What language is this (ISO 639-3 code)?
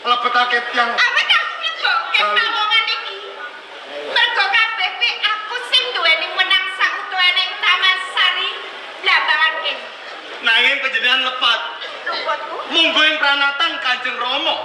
jav